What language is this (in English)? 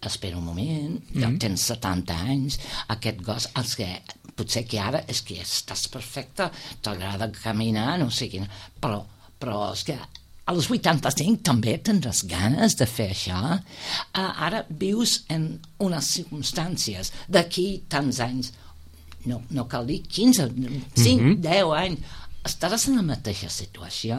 Catalan